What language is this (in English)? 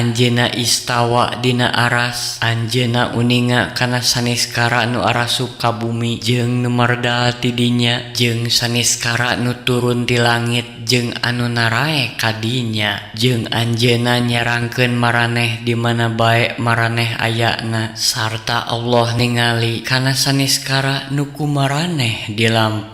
Sundanese